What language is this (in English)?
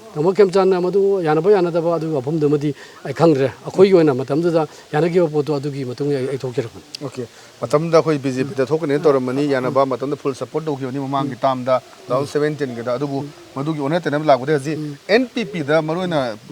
Manipuri